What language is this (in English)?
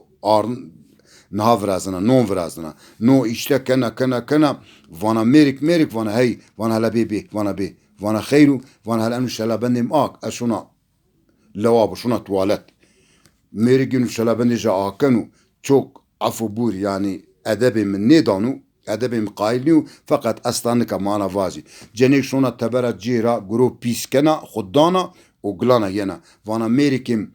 Zaza